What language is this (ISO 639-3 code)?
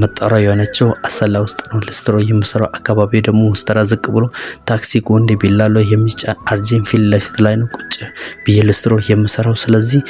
amh